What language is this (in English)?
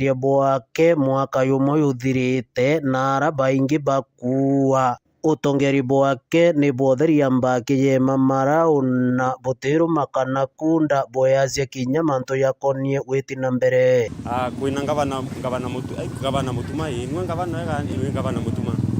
Meru